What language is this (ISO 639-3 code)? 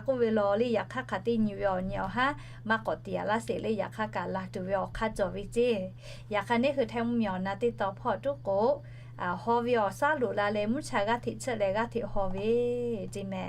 lhu